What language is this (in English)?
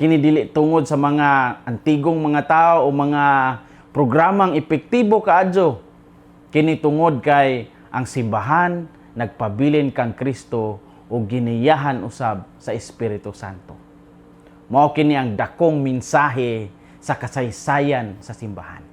Cebuano